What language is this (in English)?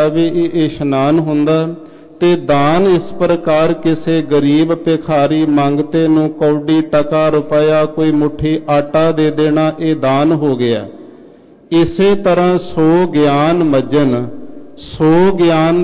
Punjabi